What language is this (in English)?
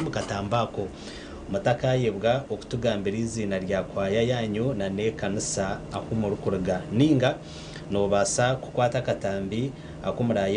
Nyankole